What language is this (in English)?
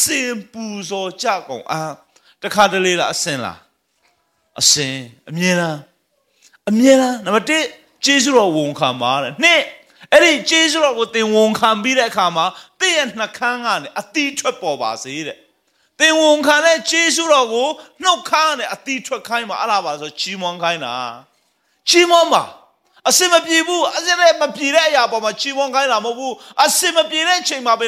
Burmese